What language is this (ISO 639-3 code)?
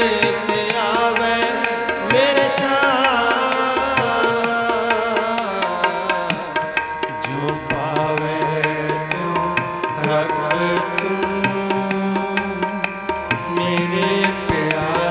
pan